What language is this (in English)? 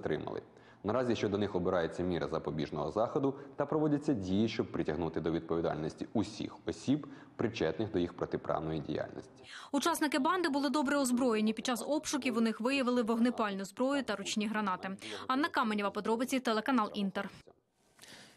Ukrainian